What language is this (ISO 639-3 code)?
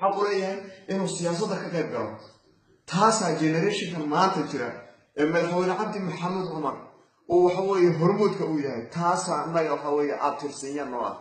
som